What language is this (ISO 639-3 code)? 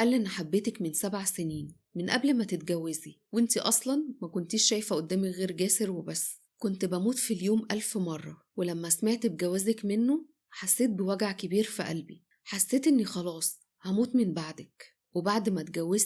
arz